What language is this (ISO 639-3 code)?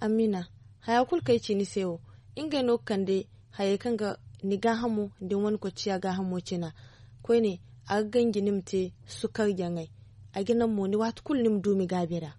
dje